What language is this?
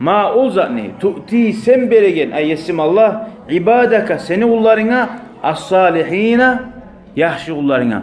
Kumyk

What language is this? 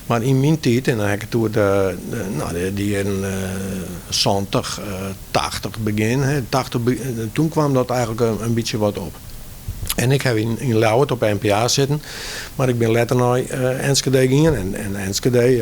Western Frisian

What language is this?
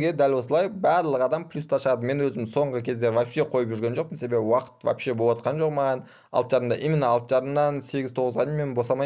Kazakh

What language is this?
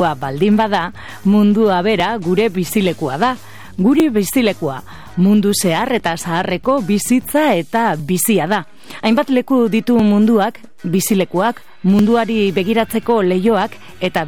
Basque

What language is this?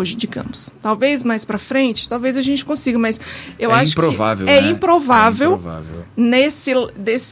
Portuguese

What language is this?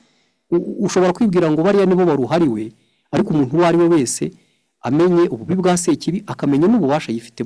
Kinyarwanda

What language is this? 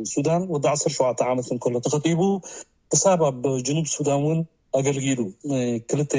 Tigrinya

